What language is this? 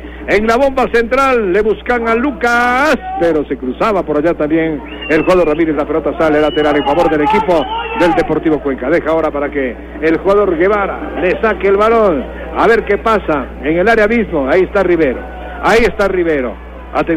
Spanish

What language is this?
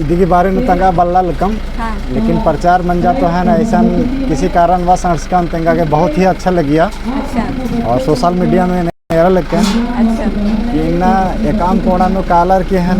Kurukh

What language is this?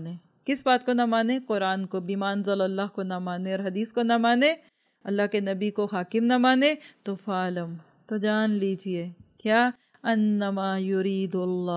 Urdu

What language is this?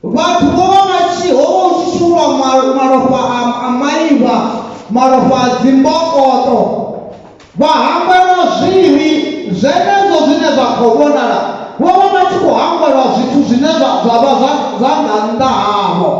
Venda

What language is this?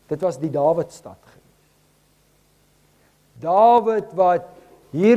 Afrikaans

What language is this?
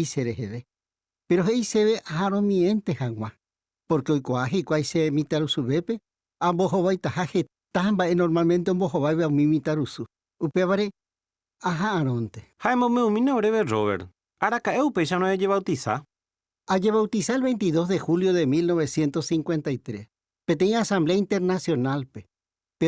Guarani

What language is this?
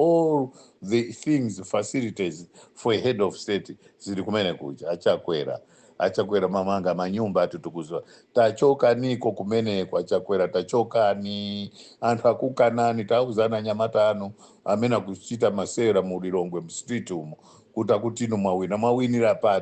Nyanja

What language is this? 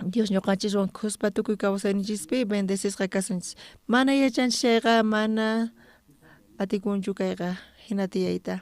South Bolivian Quechua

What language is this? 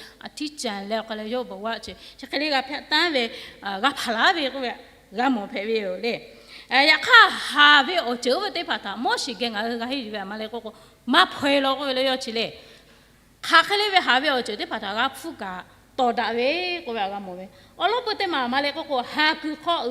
Lahu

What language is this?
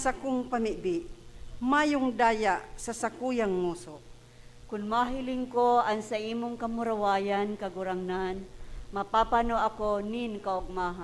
Bikol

